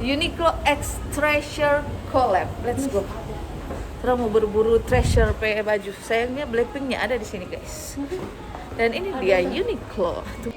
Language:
Manado Malay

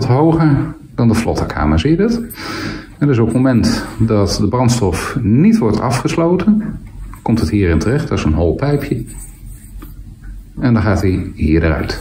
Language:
Dutch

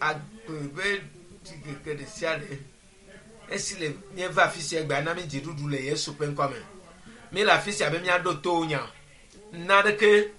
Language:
Ewe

